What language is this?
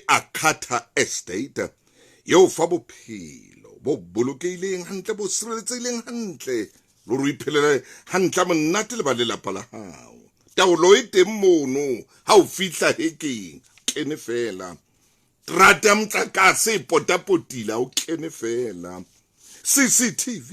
Southern Sotho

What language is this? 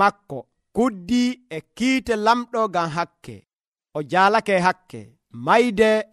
Nigerian Fulfulde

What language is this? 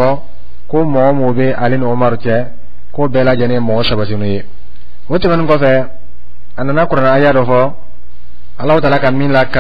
Dyula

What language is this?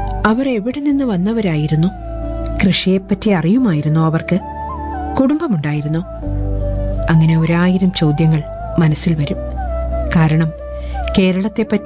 Malayalam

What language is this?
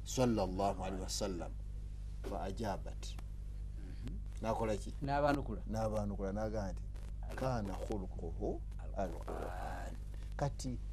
Ganda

